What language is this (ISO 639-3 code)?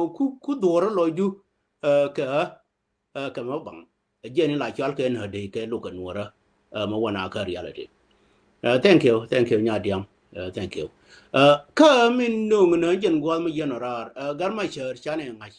nus